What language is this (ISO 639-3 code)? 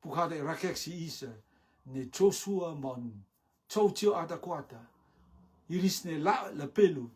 rtm